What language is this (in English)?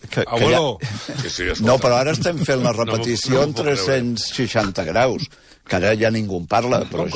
Catalan